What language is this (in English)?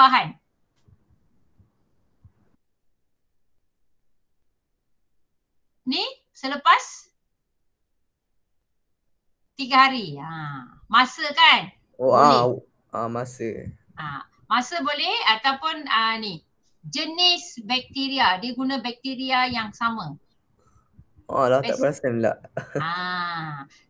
Malay